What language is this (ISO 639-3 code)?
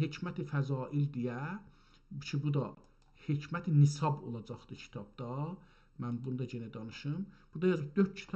azb